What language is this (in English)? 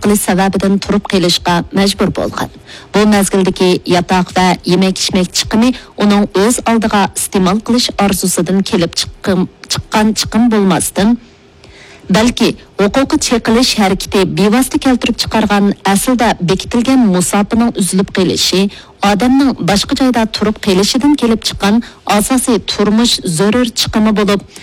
Uyghur